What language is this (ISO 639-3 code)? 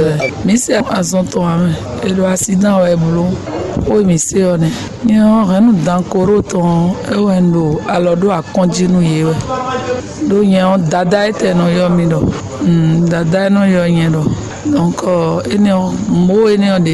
fon